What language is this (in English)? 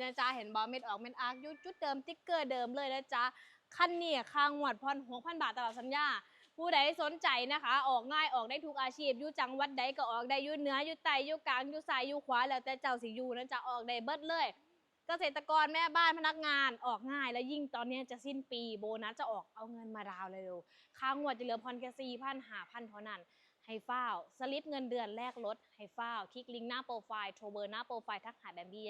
Lao